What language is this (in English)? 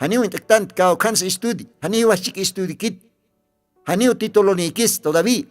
Aymara